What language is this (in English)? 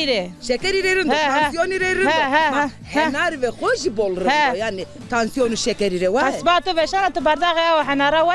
Zaza